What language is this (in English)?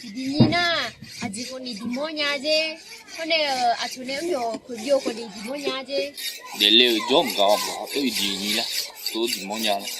Akha